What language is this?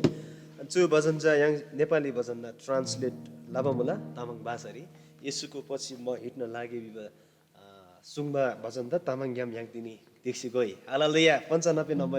Eastern Tamang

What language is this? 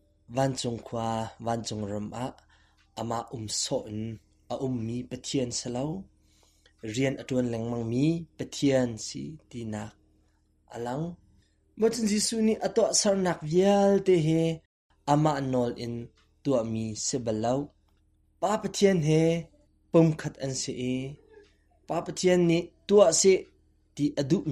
Hakha Chin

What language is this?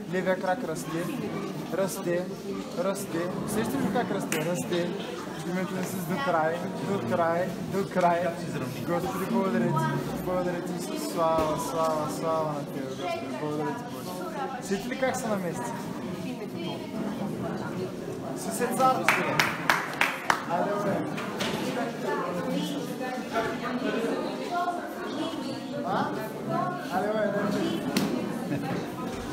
Bulgarian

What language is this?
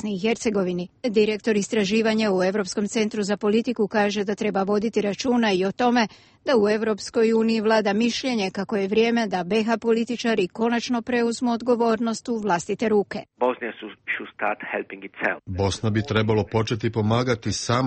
Croatian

